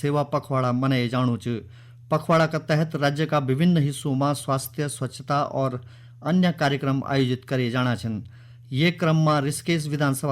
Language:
Garhwali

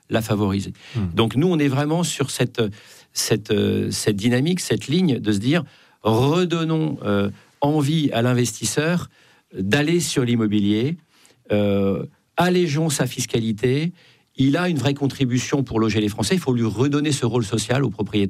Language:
French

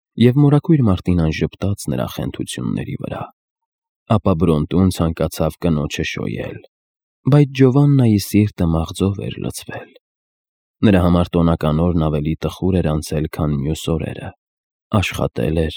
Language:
Armenian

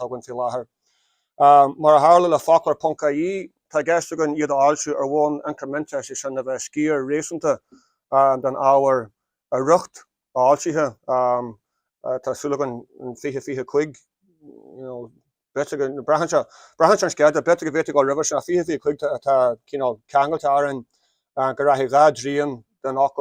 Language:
Irish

